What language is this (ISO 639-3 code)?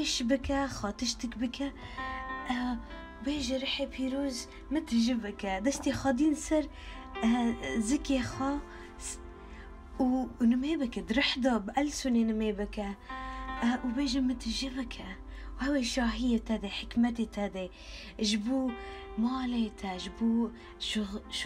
kur